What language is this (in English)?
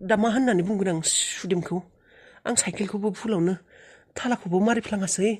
Bodo